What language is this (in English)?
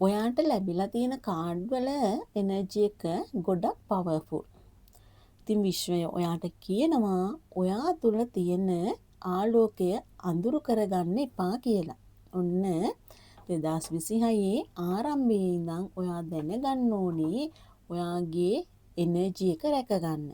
Sinhala